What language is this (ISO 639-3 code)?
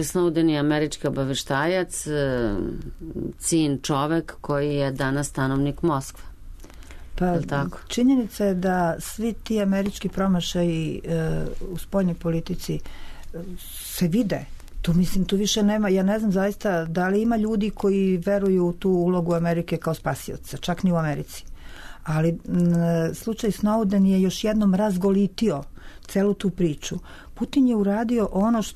srp